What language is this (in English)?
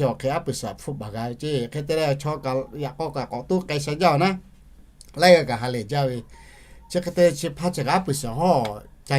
Lahu